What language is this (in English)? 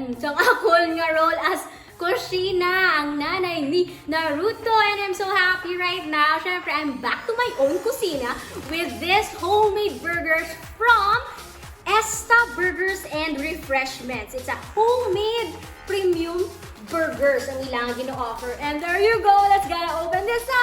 Hiligaynon